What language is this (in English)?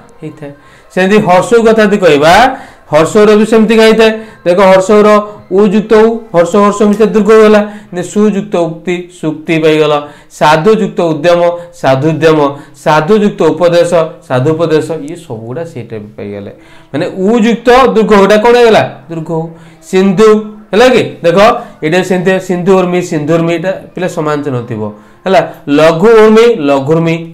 Odia